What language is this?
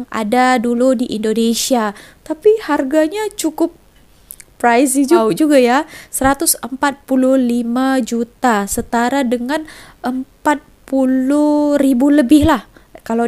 Indonesian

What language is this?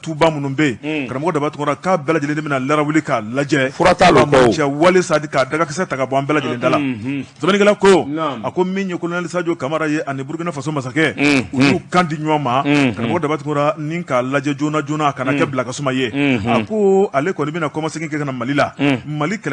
Bambara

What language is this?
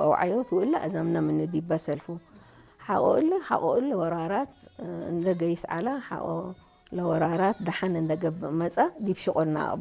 Tigre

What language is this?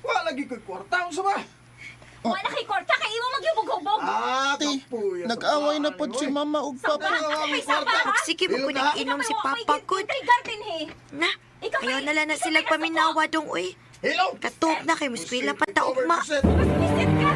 Cebuano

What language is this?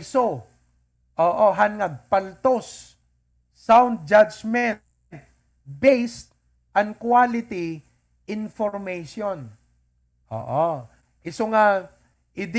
Iloko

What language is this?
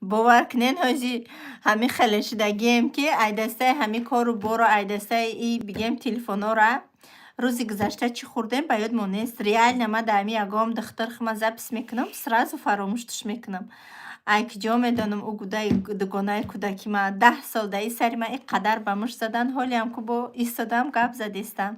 Tajik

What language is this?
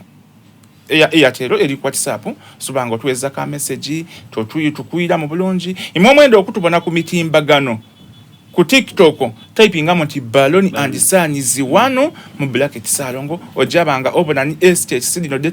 Soga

